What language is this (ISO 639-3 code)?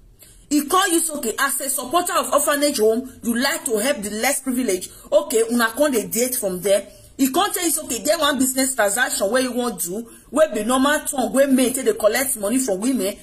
pcm